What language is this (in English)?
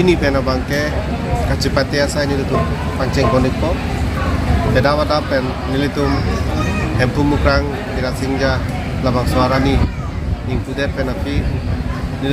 Karbi